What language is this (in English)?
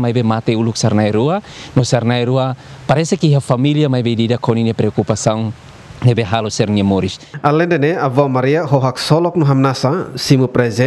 Tetum